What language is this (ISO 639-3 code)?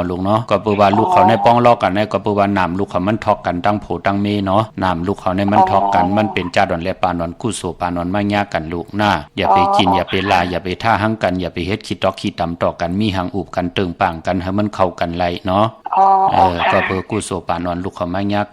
shn